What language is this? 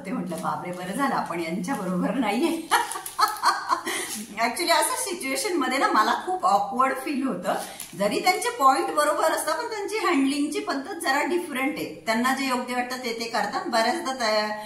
Marathi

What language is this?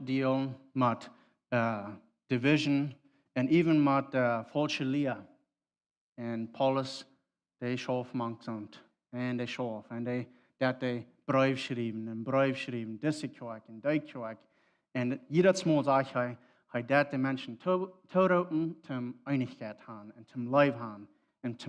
Plautdietsch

